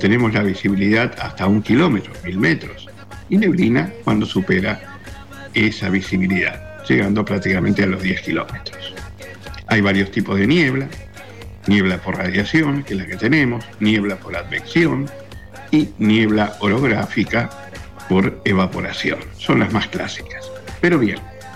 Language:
Spanish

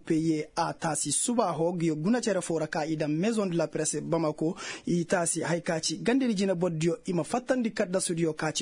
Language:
Koyraboro Senni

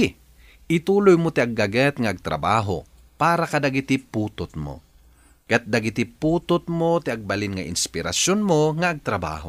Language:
Iloko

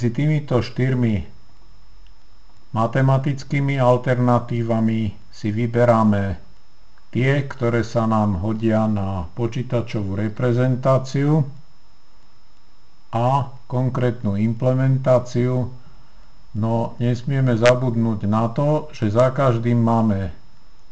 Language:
Slovak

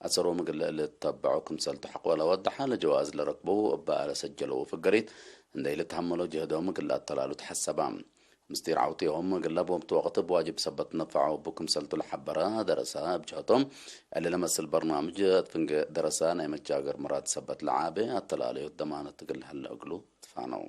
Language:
Tigre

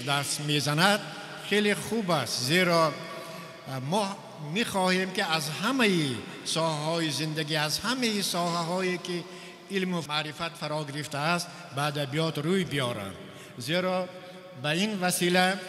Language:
Tajik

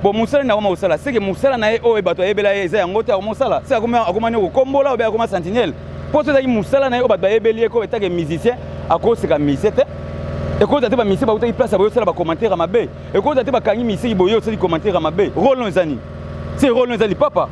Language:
Lingala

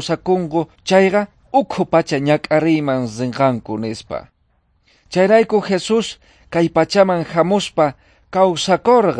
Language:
South Bolivian Quechua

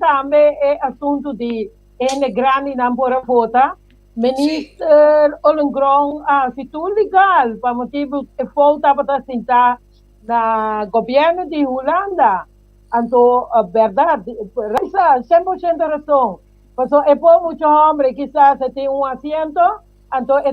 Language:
Papiamento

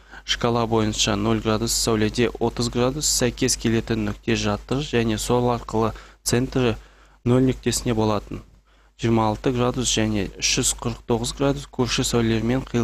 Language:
Kazakh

